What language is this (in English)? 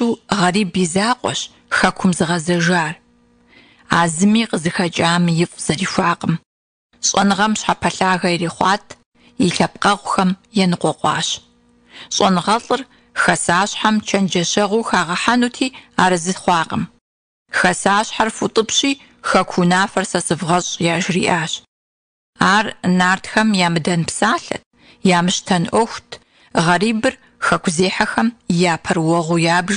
Kabardian